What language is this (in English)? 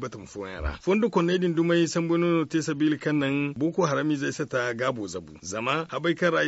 Zarma